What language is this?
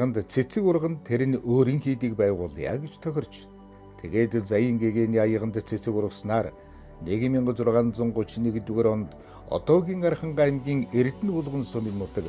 Mongolian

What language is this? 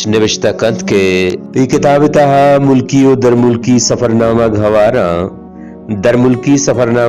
Baluchi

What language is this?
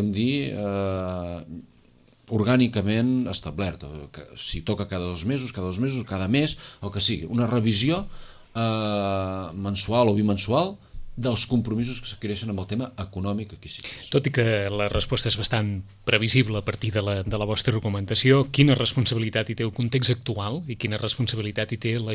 Catalan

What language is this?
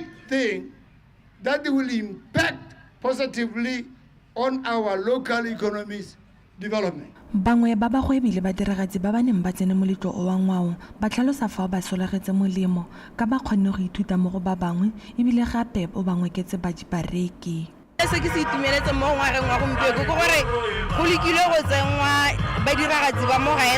Tswana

